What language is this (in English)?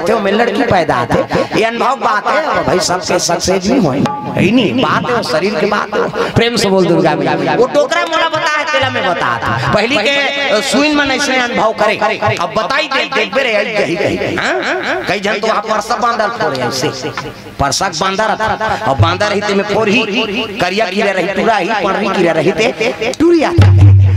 Chhattisgarhi